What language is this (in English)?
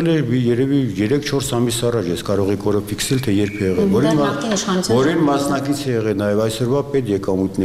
Armenian